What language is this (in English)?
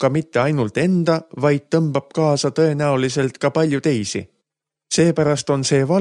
Estonian